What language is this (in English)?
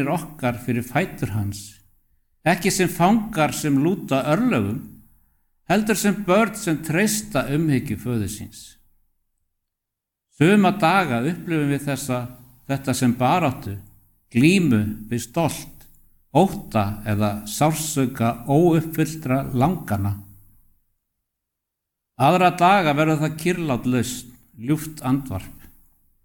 Icelandic